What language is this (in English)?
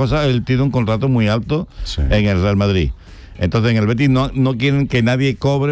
Spanish